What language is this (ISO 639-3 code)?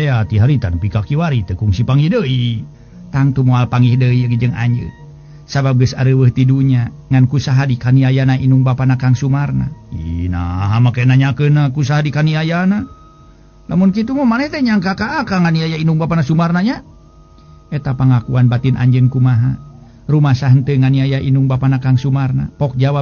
sun